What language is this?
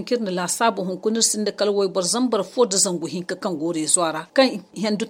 Zarma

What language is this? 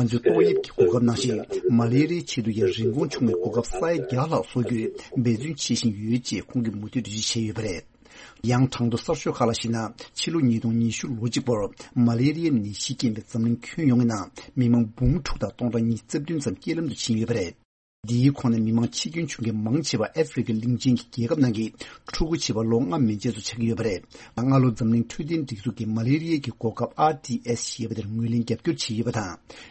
Tibetan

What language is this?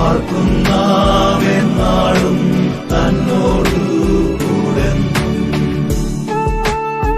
Malayalam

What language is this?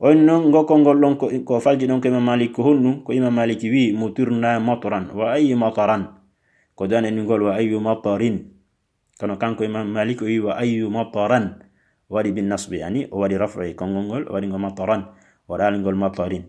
Fula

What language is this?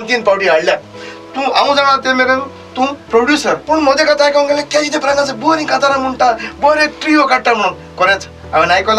Konkani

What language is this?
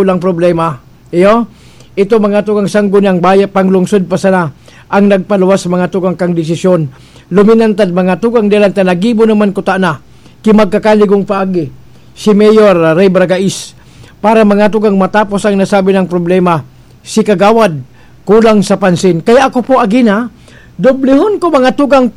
Bikol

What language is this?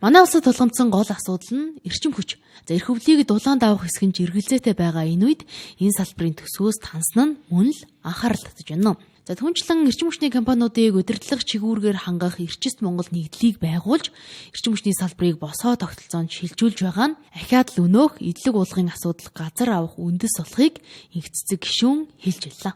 Mongolian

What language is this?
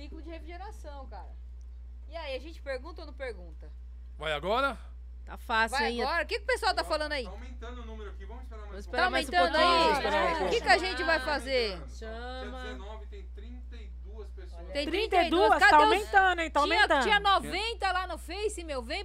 Portuguese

